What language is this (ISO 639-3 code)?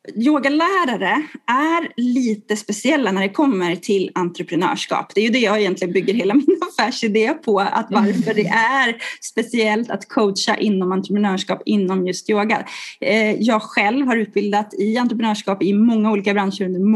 swe